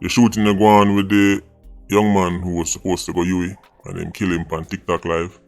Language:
Jamaican Creole English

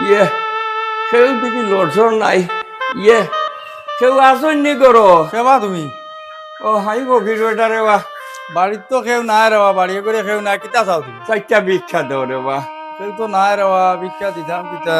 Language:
Sylheti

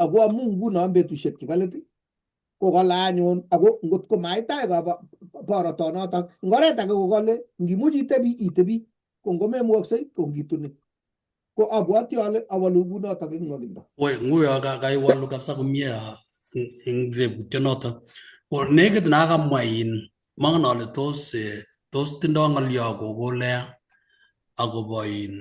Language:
Kalenjin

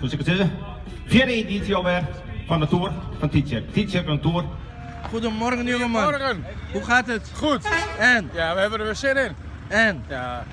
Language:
Western Frisian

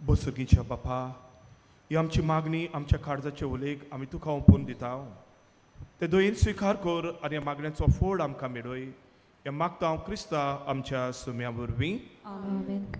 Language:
Konkani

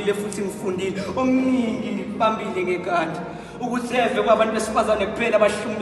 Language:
Zulu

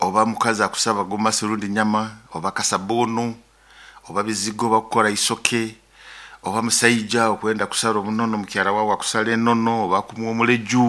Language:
Nyoro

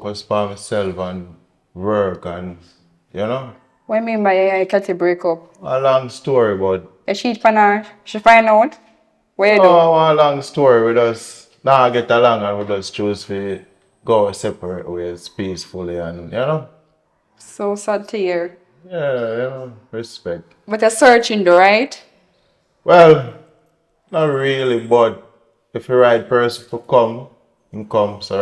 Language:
Jamaican Creole English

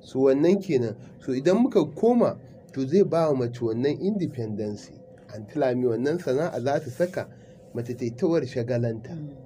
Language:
Hausa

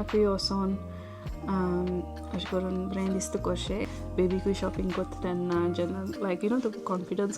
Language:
Konkani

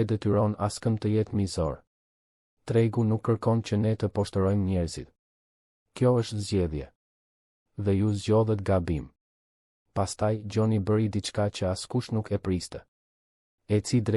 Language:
Albanian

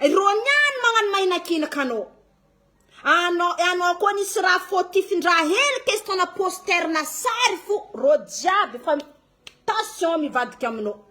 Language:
Malagasy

